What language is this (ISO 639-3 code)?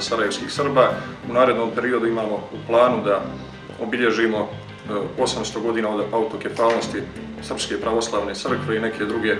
bos